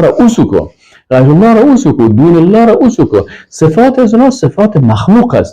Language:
Persian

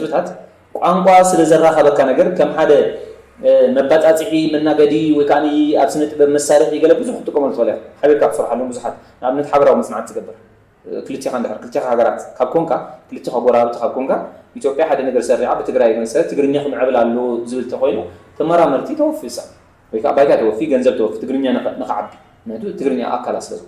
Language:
Tigrinya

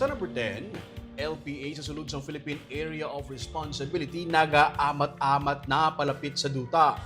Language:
Hiligaynon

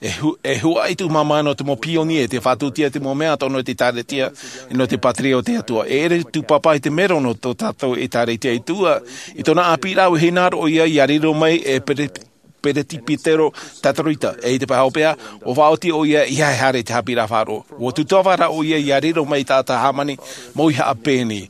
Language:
Tahitian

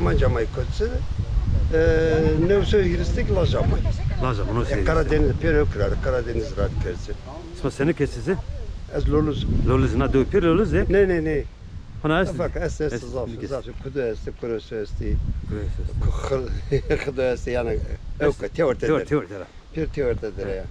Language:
Zaza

